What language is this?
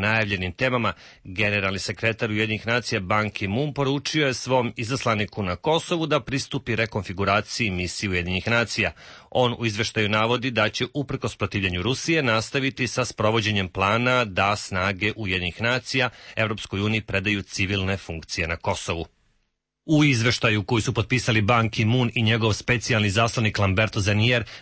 Serbian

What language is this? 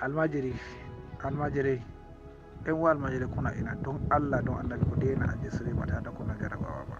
Hausa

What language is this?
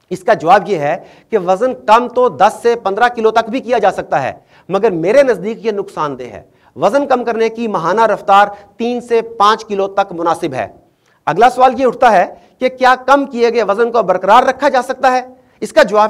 Urdu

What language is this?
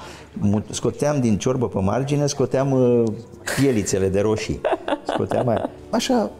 Romanian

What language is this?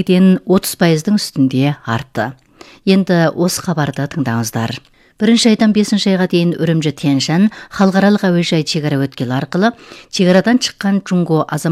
Kazakh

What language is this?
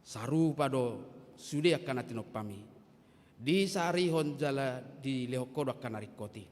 Batak Toba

